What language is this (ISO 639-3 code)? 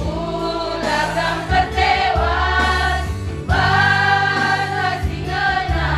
btx